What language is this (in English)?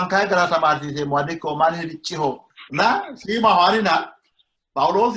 Sidamo